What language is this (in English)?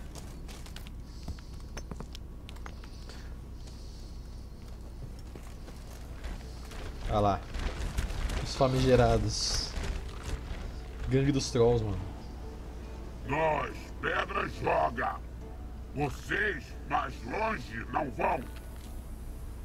Portuguese